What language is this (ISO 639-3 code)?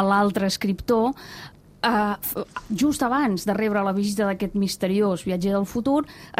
cat